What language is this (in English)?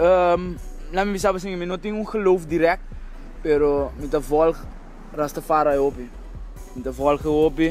Papiamento